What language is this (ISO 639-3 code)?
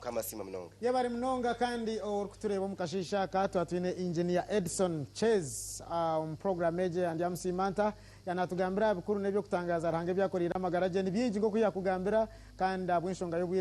nyn